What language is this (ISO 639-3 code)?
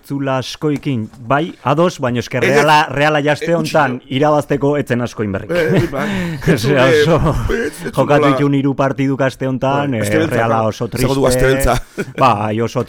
eus